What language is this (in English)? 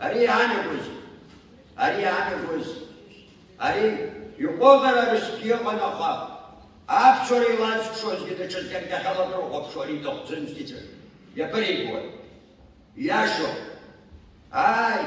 Abkhazian